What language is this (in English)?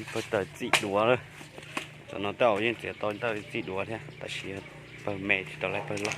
Hmong